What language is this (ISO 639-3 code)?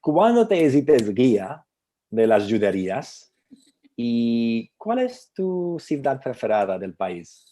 lad